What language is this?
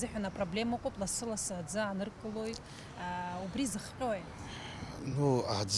Abkhazian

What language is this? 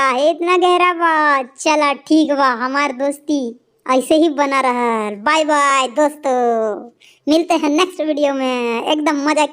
Bhojpuri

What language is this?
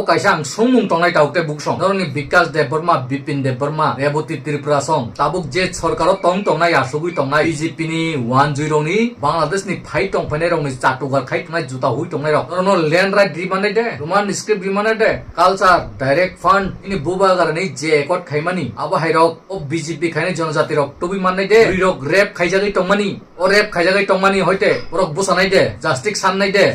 Kok Borok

